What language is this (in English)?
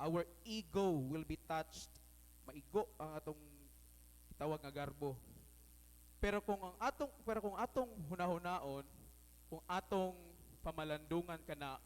Cebuano